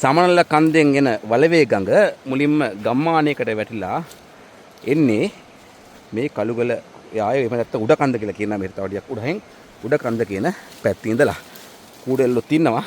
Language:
Sinhala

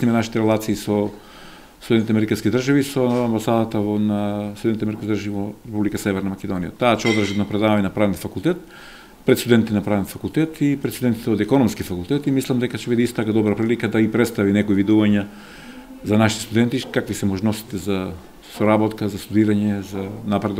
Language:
Macedonian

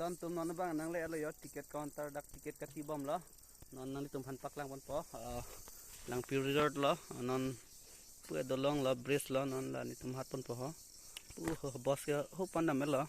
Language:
Karbi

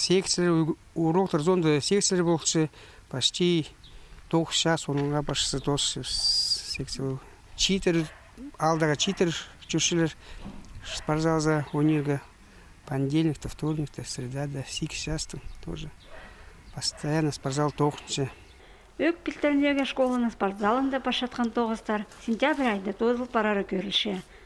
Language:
Khakas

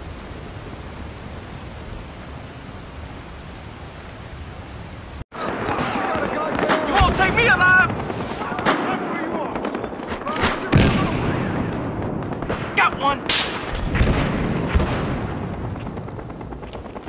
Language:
English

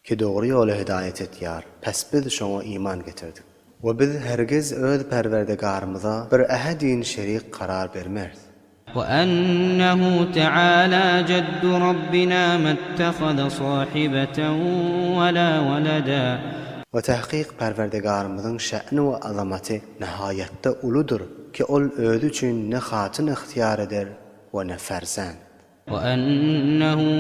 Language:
Turkmen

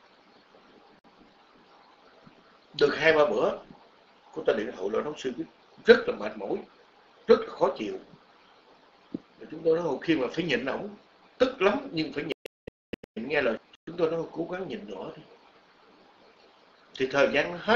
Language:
Vietnamese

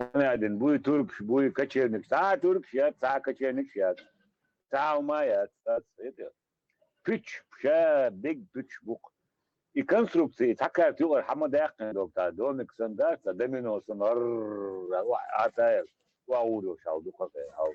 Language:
Chechen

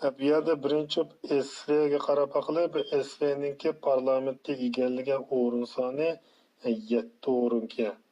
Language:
Uyghur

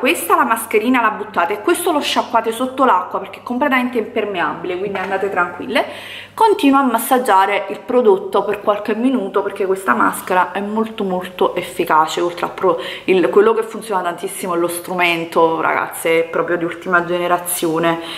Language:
Italian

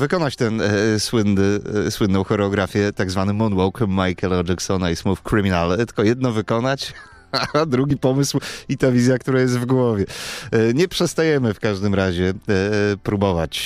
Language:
Polish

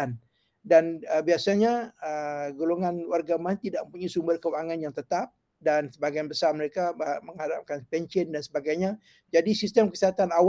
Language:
Malay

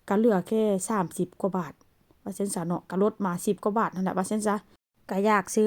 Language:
Northeastern Thai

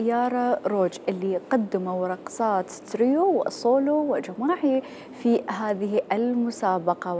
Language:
Mesopotamian Arabic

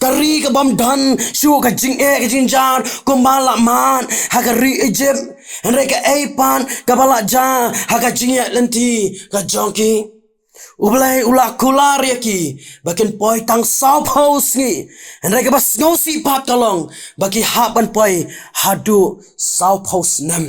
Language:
Khasi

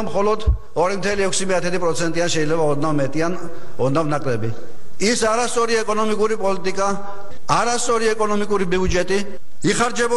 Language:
Georgian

